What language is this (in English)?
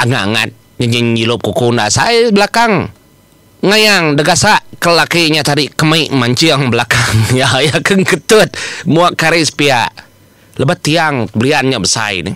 Iban